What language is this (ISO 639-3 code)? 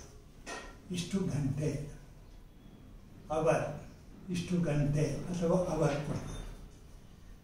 kan